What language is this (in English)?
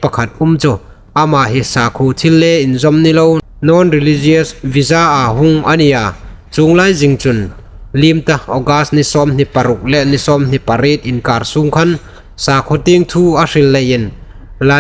Hmar